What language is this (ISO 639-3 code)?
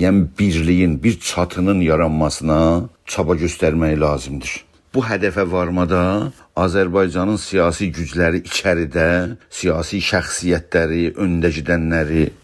azb